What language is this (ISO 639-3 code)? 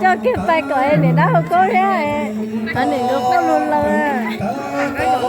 hmn